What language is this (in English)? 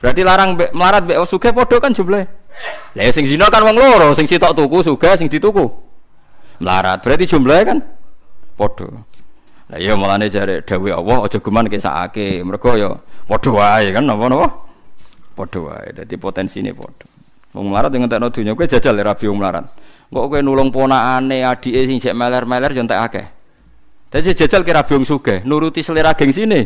Javanese